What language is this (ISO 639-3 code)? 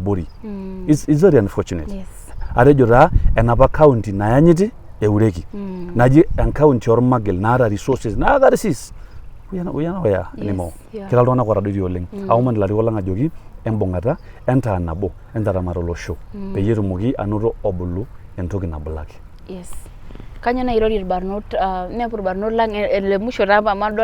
mas